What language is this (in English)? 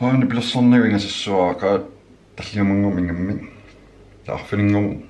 Kalaallisut